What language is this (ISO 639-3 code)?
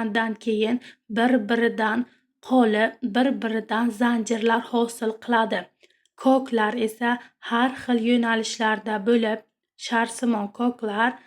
uzb